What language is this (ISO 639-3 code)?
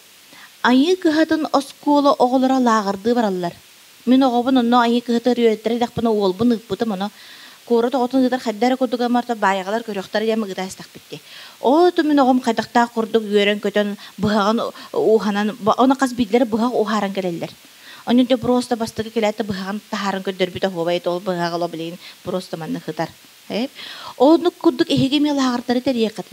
sah